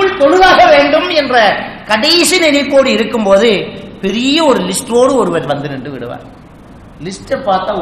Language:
Tamil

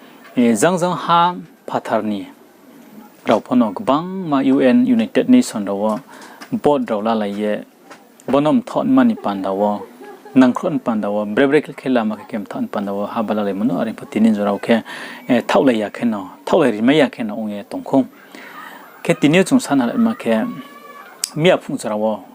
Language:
Riang (India)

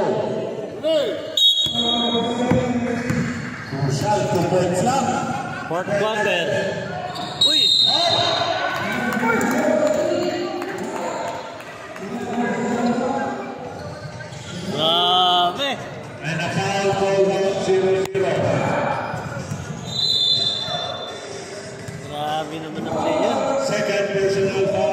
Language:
Filipino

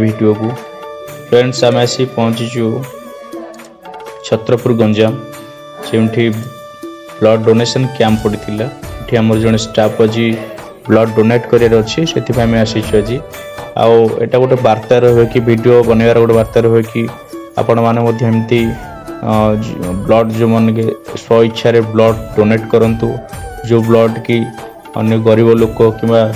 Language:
Odia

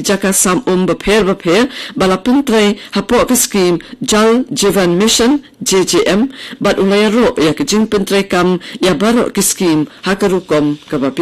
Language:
Khasi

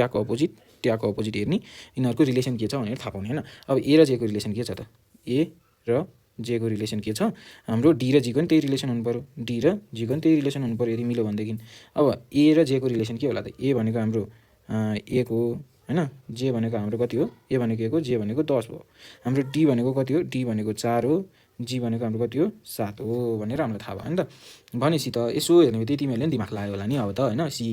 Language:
Nepali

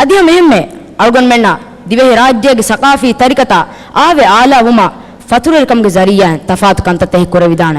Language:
Divehi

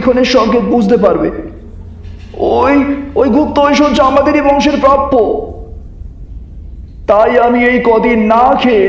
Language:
Bangla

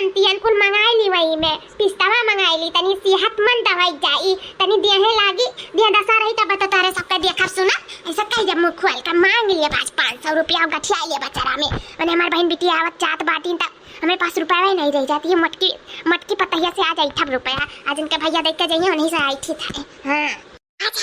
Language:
Awadhi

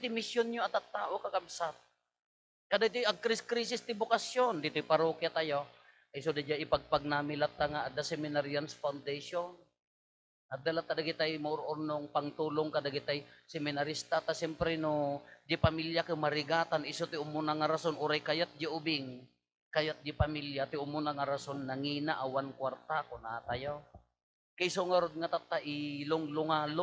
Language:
Iloko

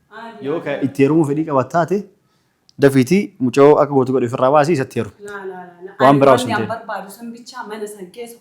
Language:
Oromo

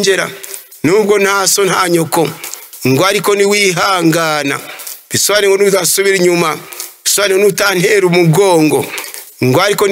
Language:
Kinyarwanda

